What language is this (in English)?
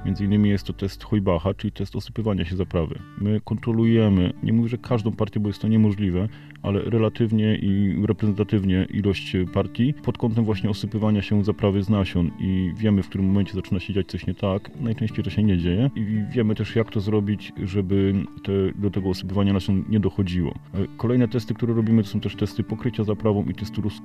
Polish